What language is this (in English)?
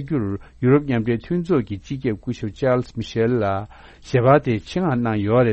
Tibetan